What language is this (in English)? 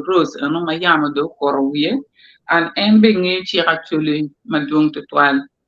Acoli